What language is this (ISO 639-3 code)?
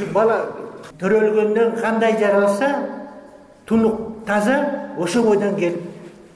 kir